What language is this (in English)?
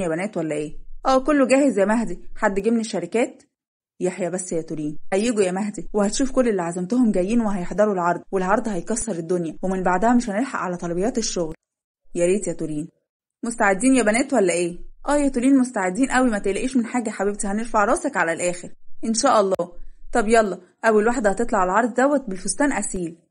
Egyptian Arabic